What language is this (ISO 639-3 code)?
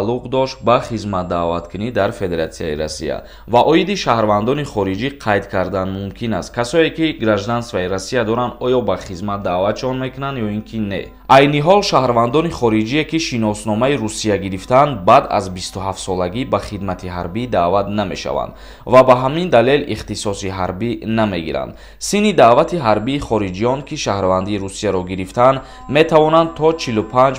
tgk